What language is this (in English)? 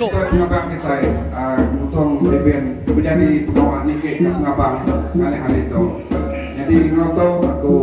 Iban